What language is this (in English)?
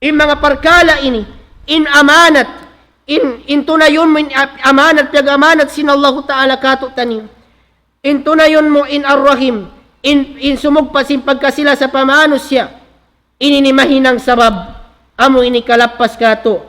Tausug